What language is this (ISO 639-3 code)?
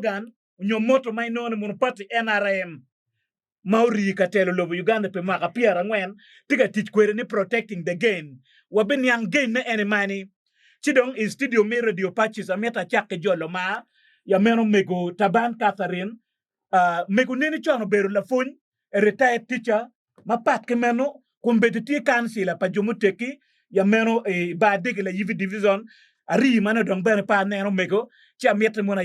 ach